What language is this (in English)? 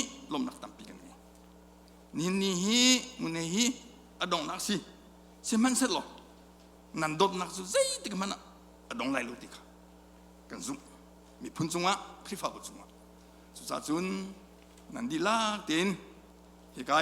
Hakha Chin